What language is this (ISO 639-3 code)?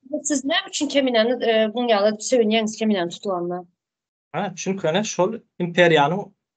tuk